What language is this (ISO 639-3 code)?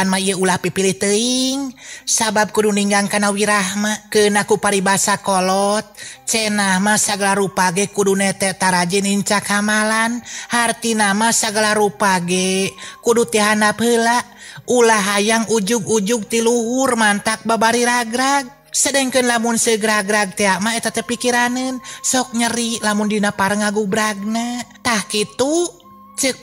sun